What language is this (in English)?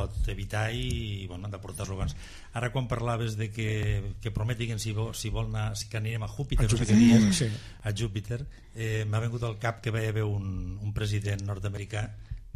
Catalan